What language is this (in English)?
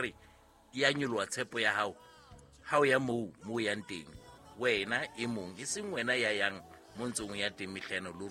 Southern Sotho